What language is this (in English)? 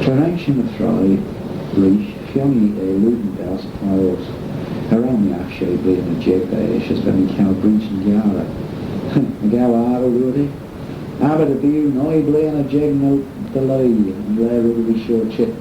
Manx